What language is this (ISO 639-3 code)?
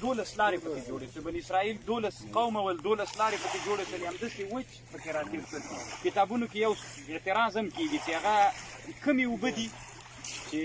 pus